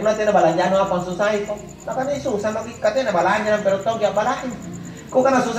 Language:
Makasar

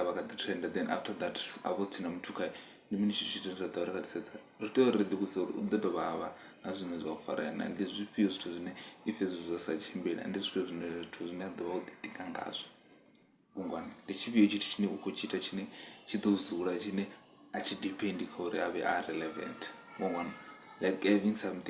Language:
Venda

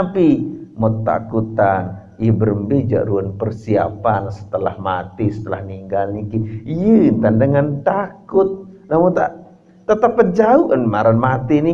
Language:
Sasak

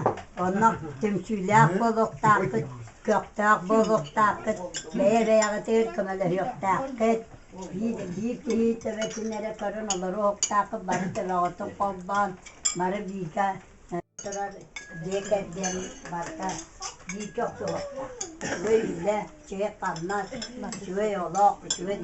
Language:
Yakut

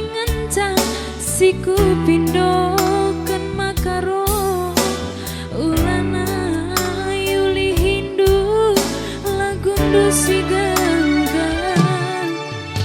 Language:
Batak Karo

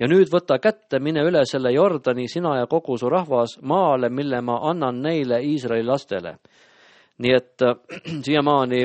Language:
Estonian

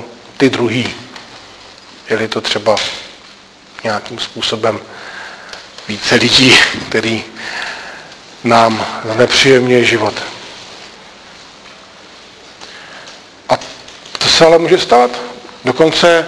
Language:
Czech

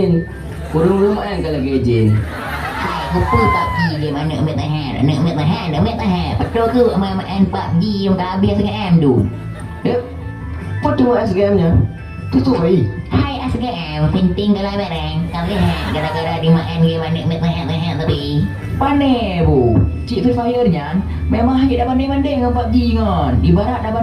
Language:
Achinese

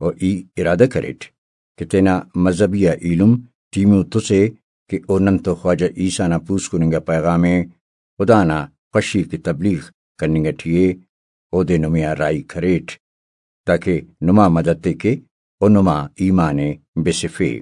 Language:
Brahui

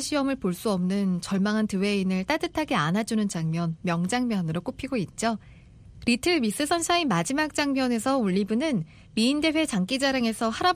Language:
Korean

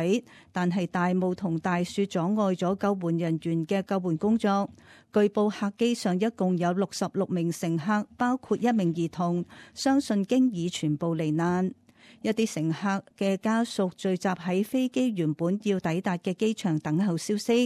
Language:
Cantonese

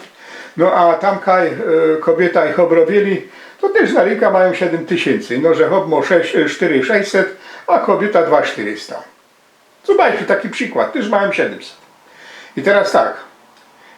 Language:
Silesian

